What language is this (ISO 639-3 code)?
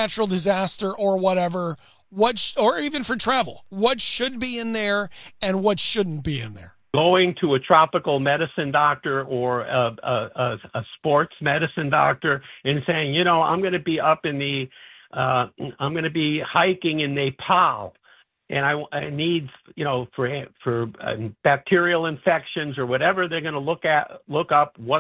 eng